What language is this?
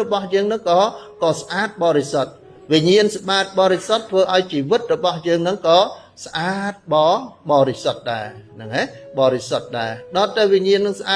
Khmer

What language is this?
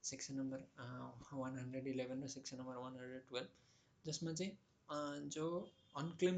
Nepali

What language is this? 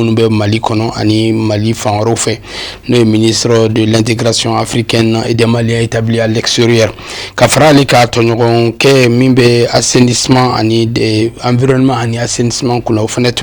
Bambara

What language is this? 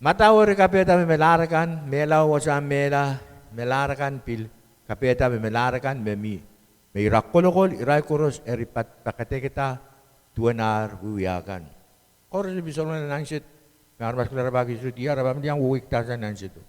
Pohnpeian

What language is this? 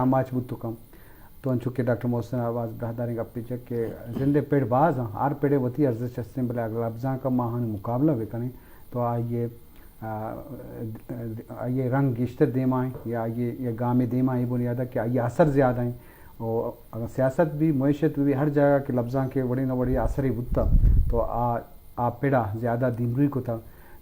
Eastern Balochi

